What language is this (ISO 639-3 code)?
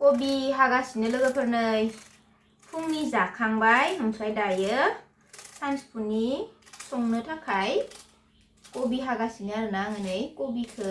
brx